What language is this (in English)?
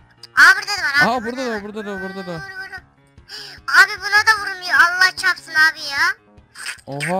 Turkish